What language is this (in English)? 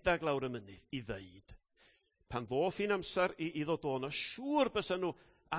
Welsh